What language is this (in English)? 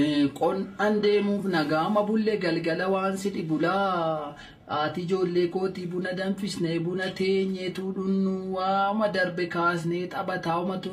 Oromo